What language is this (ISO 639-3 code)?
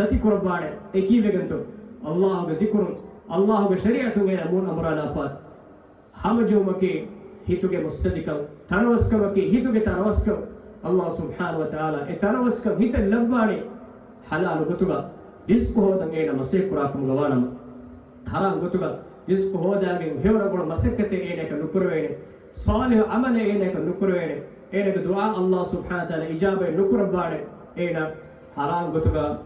div